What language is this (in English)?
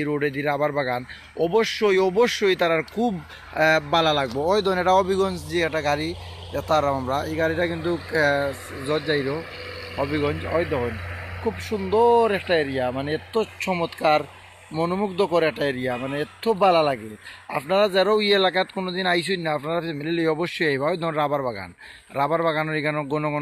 Sylheti